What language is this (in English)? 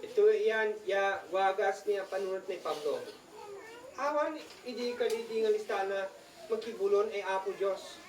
Isnag